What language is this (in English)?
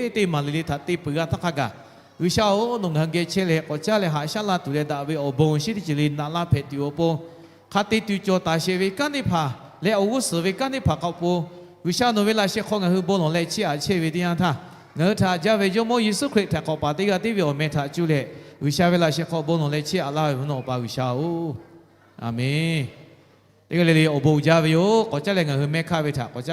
Lahu